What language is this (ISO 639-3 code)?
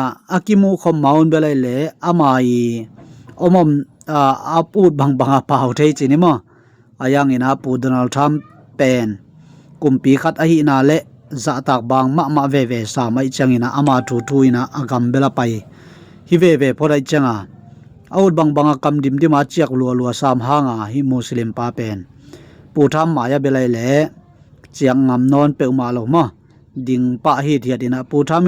ctd